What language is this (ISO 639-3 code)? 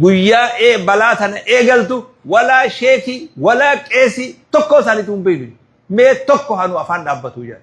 orm